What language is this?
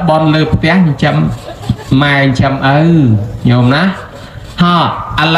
Khmer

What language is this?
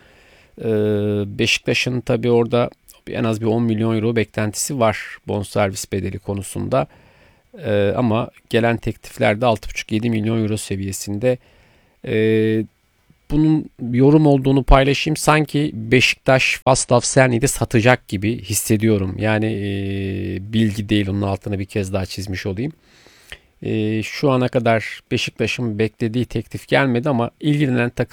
Turkish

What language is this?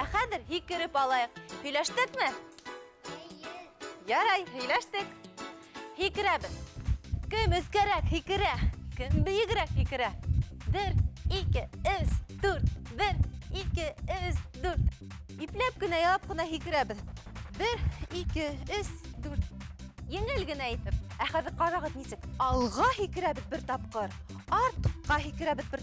Bashkir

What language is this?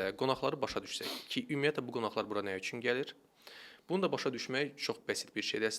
Azerbaijani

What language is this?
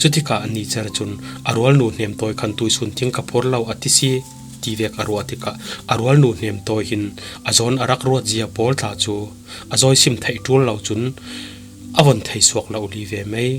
Falam Chin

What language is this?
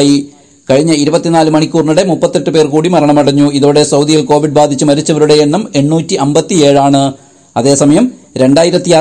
Malayalam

